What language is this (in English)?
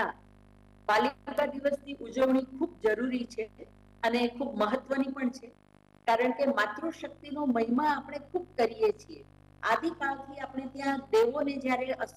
Gujarati